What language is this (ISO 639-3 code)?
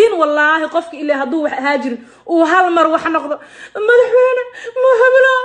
som